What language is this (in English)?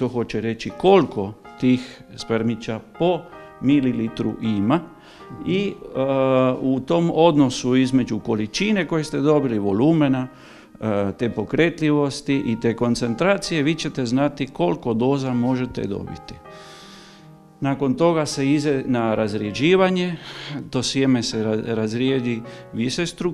Croatian